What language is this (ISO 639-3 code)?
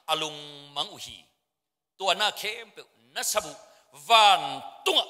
ctd